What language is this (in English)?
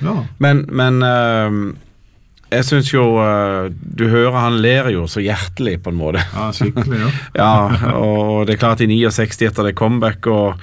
Norwegian